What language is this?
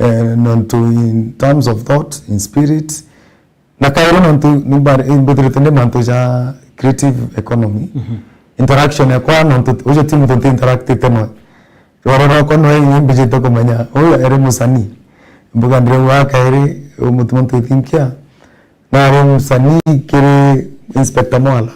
Meru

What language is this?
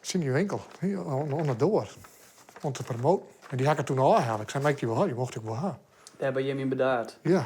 Western Frisian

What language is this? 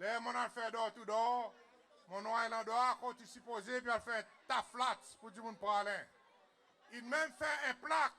Seselwa Creole French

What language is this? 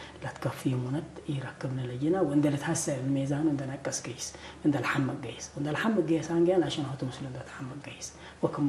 Tigre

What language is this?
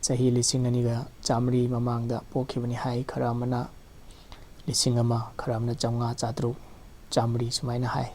Manipuri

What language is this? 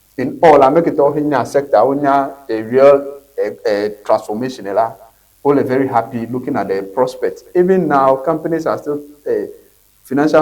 Ewe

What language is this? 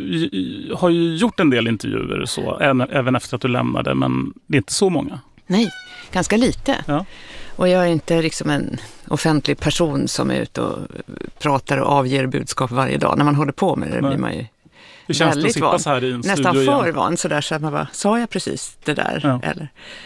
Swedish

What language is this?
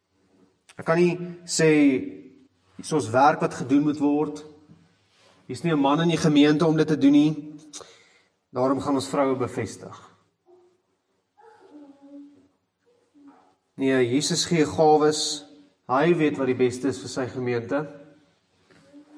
Afrikaans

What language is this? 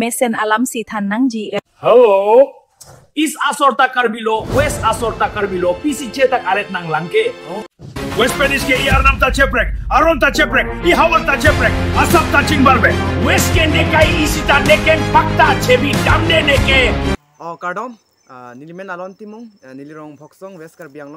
Karbi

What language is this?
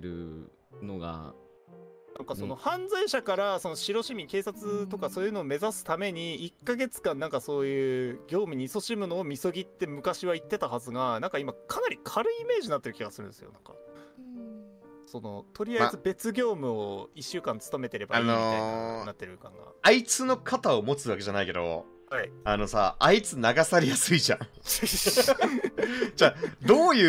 Japanese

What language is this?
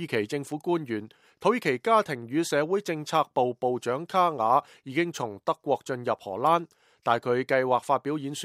Cantonese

